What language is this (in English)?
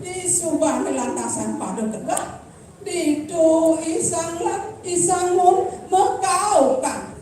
Balinese